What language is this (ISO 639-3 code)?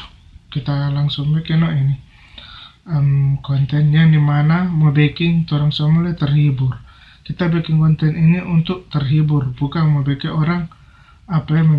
xmm